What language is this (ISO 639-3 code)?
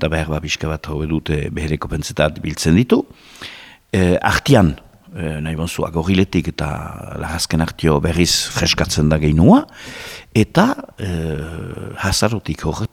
eus